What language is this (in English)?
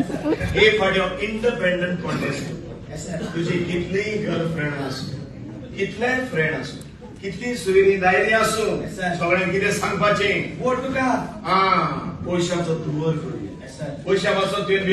Konkani